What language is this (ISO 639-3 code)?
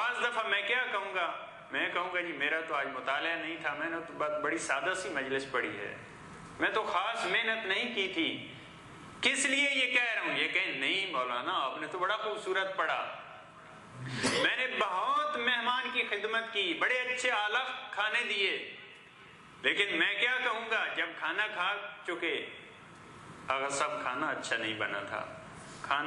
urd